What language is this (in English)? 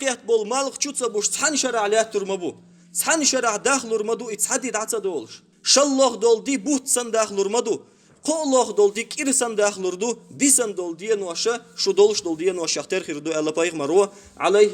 Chechen